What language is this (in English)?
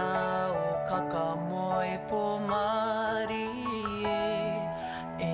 Māori